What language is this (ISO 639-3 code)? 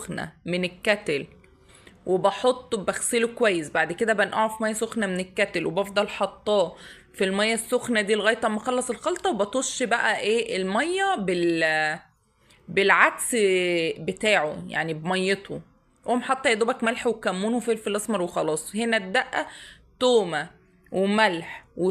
arz